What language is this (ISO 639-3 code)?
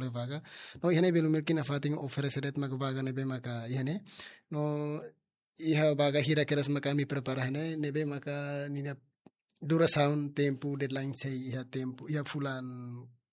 tet